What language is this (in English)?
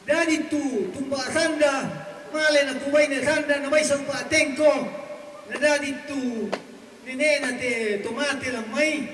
Toraja-Sa'dan